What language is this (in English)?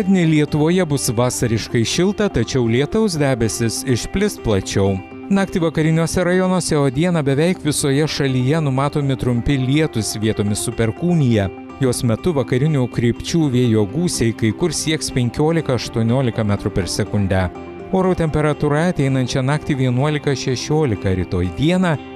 Lithuanian